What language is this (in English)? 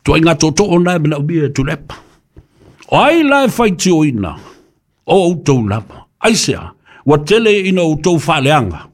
Samoan